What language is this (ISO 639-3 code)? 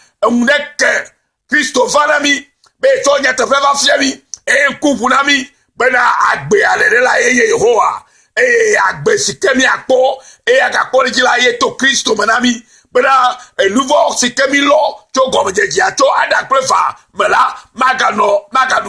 ewe